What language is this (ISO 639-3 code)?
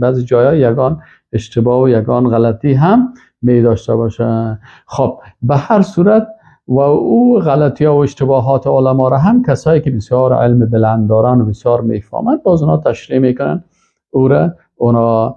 fas